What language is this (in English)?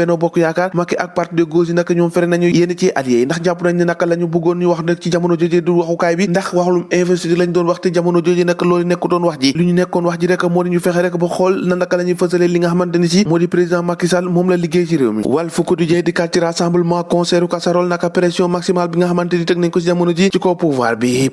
Wolof